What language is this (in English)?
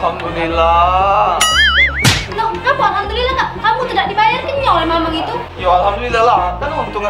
Musi